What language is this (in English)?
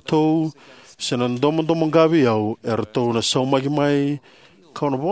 Fijian